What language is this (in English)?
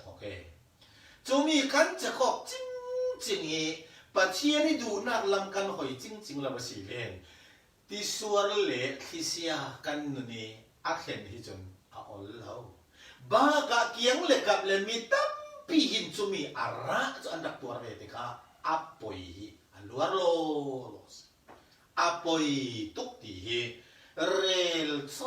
Falam Chin